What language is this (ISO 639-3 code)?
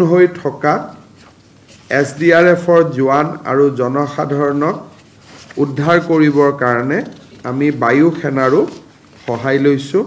asm